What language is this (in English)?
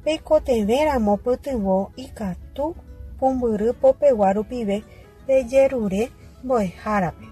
Guarani